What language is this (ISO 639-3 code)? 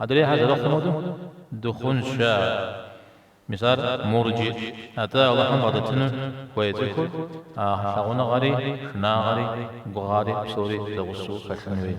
kbd